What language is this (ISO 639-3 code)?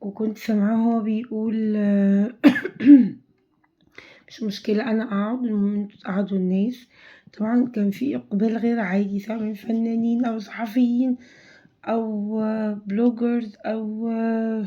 arz